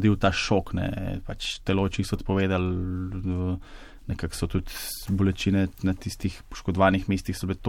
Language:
Slovenian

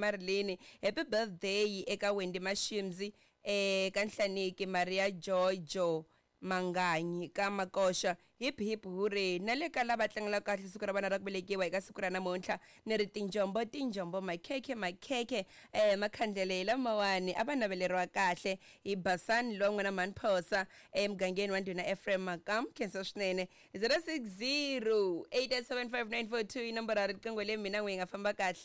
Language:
Tsonga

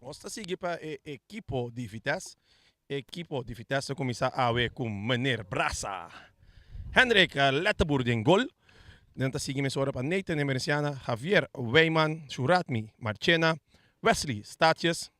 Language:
Papiamento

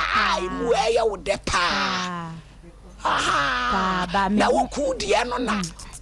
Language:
Akan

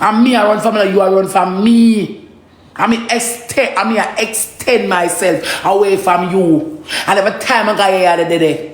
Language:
Jamaican Creole English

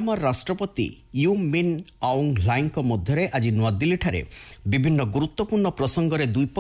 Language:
Odia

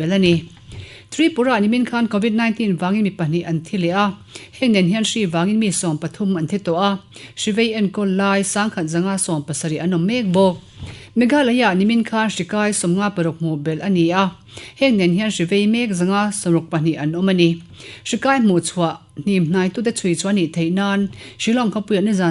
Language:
Mizo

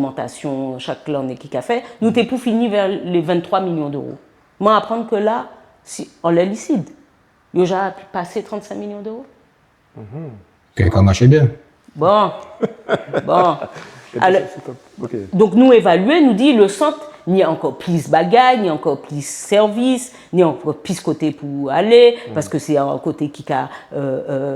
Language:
Guadeloupean Creole French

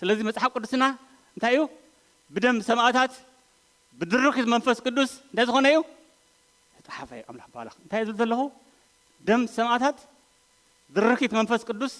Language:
Tigrinya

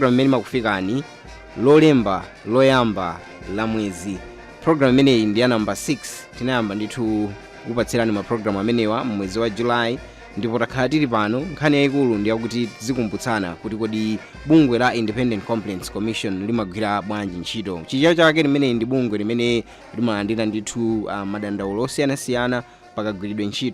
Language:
Nyanja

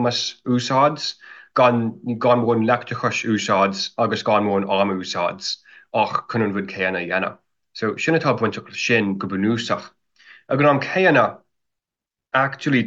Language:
Irish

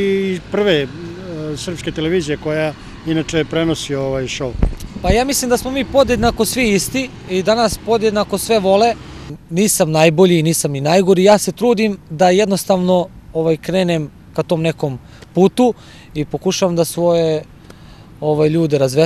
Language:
Serbian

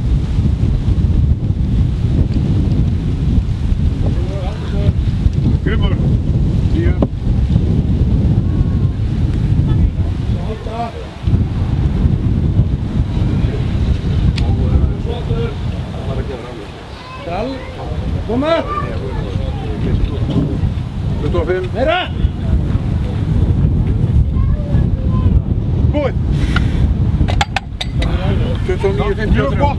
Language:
Icelandic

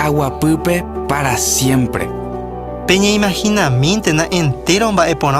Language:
Guarani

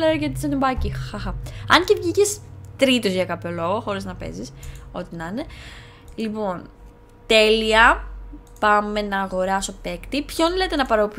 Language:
Greek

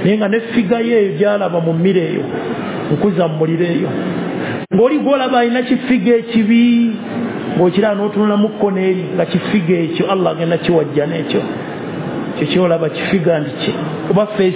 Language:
Ganda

